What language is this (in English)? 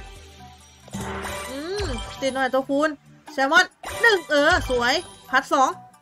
Thai